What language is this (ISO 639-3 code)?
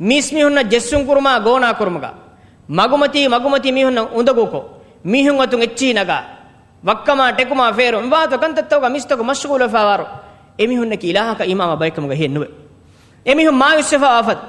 div